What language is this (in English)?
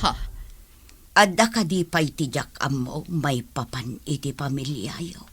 Iloko